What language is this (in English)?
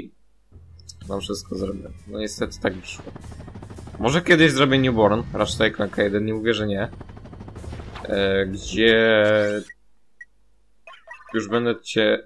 Polish